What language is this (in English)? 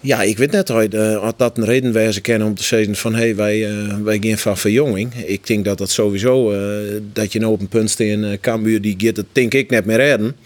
Western Frisian